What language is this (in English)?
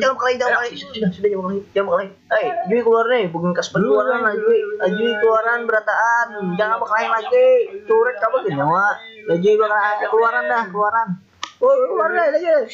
Banjar